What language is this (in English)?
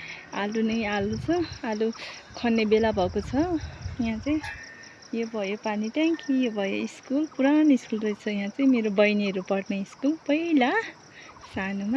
Nepali